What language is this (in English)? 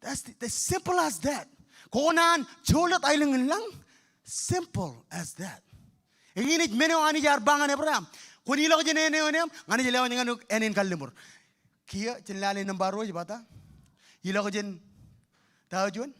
Marshallese